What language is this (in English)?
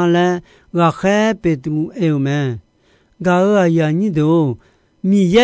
Akha